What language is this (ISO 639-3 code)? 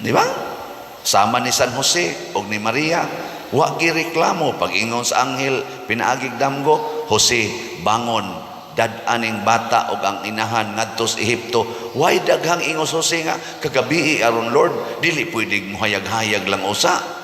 ceb